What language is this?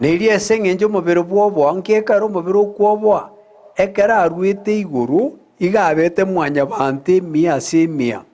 Gusii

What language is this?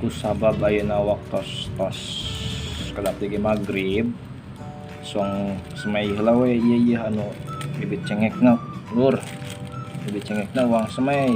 Sundanese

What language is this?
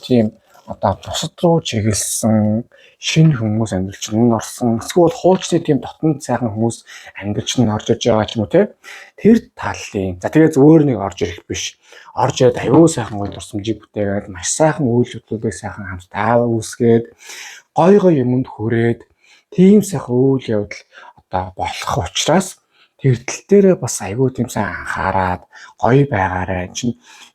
Mongolian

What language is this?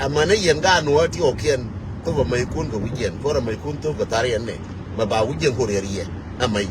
Nuer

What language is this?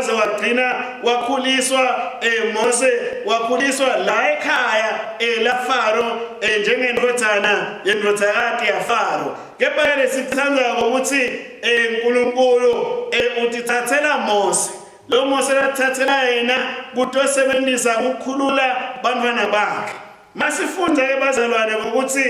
Swati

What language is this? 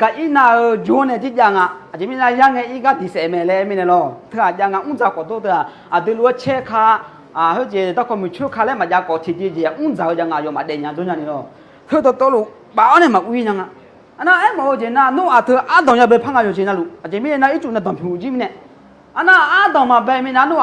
Akha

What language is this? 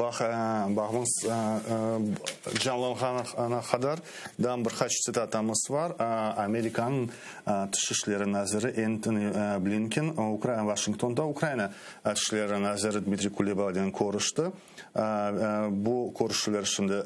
Crimean Tatar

